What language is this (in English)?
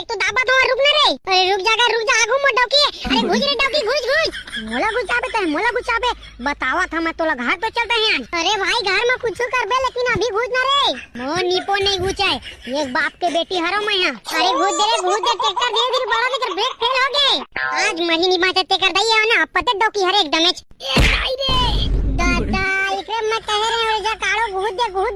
Chhattisgarhi